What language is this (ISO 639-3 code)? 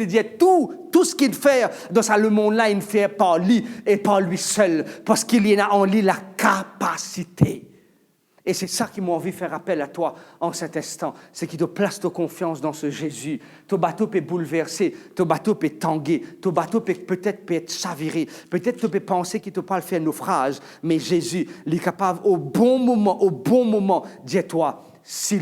mfe